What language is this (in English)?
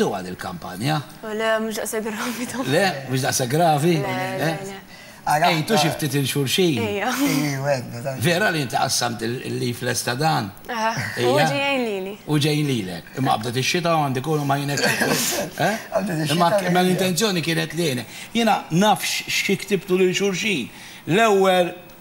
Maltese